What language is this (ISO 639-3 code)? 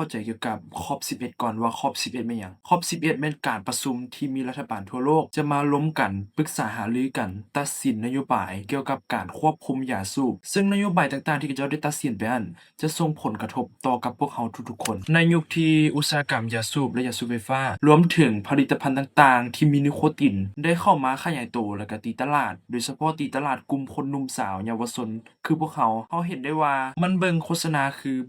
lao